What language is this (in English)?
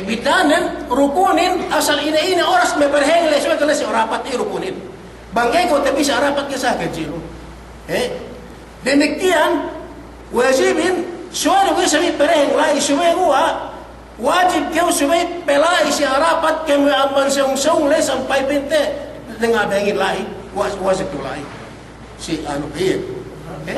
Yakan